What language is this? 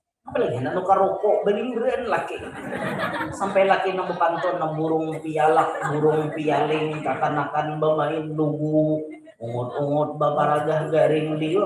Banjar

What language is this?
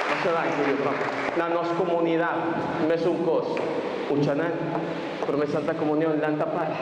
Papiamento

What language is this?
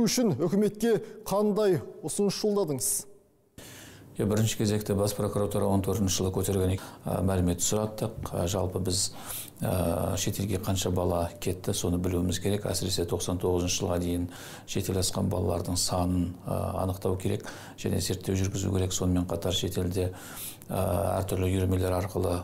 Kazakh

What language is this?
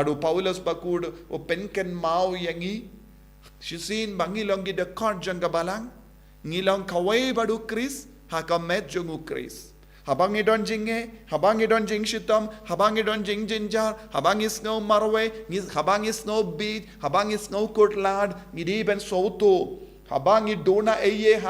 Khasi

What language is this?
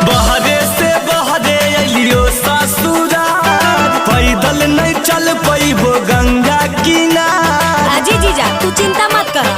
Magahi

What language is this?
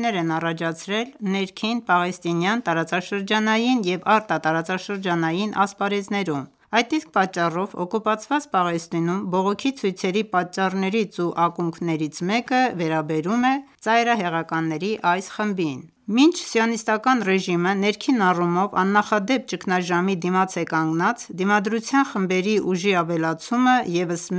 Armenian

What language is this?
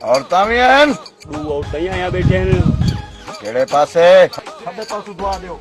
Saraiki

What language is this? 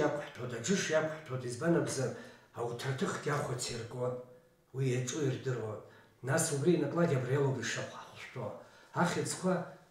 Abkhazian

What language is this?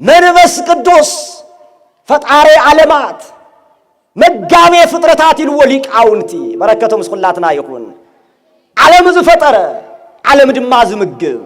Tigrinya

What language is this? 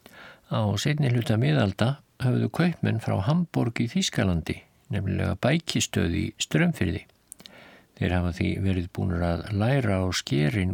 Icelandic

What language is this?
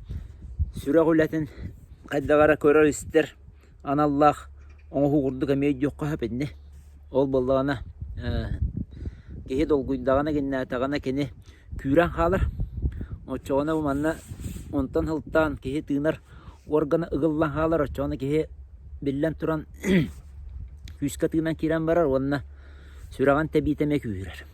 Yakut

